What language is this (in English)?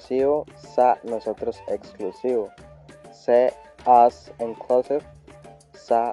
Bribri